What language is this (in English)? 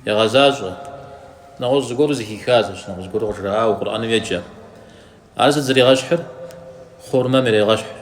Kabardian